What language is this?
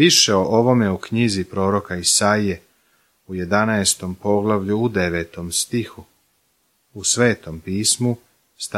Serbian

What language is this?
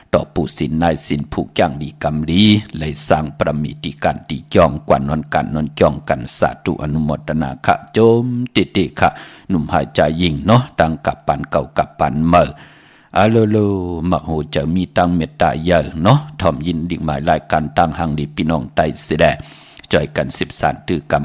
Shan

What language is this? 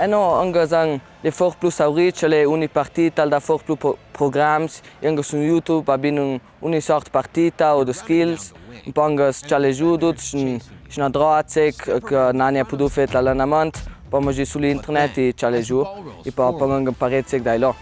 Ladin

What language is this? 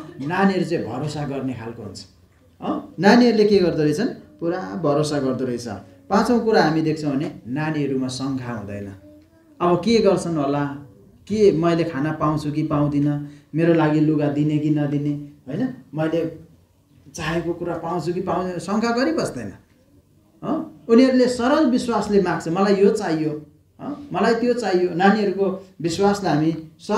Nepali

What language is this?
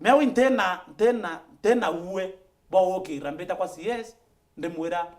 Meru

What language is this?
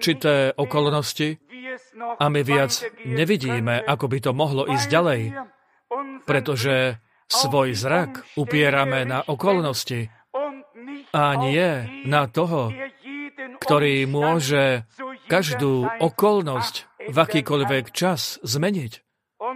Slovak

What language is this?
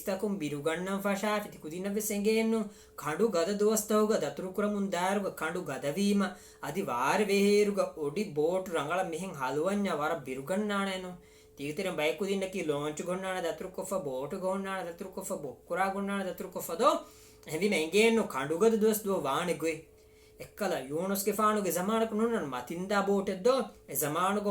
Divehi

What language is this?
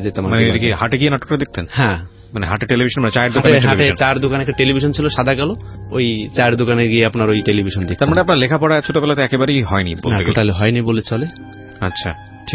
Bangla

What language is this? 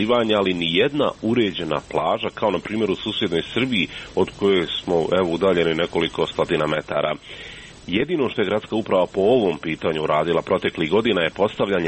Croatian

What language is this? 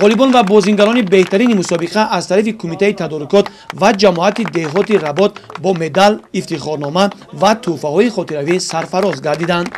Tajik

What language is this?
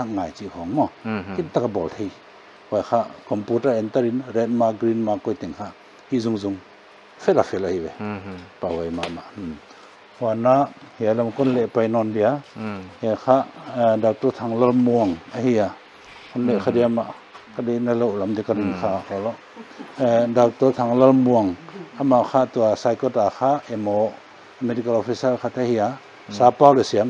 Paite Chin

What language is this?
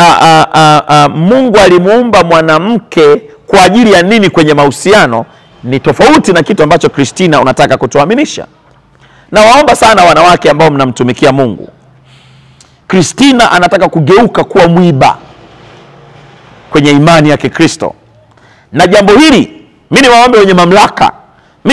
Swahili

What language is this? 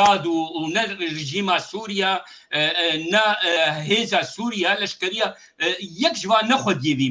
Kurdish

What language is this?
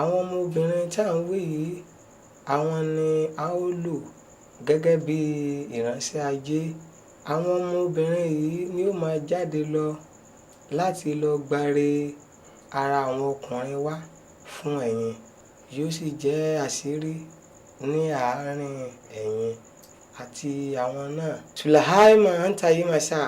Yoruba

